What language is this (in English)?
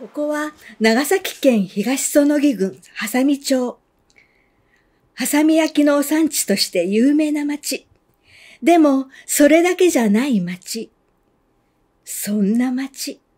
Japanese